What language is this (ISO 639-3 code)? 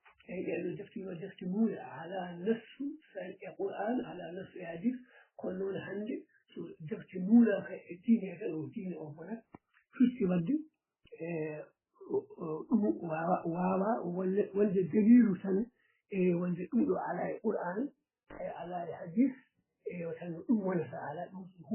ful